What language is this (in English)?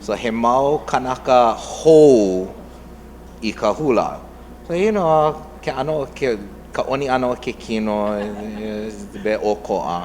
Hawaiian